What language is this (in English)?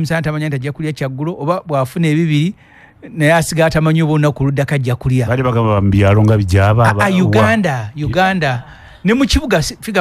Ganda